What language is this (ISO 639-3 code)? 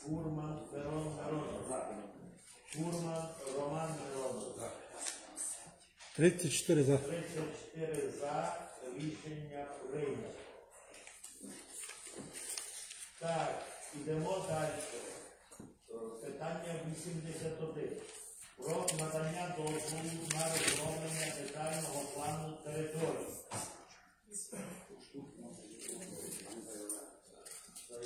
ukr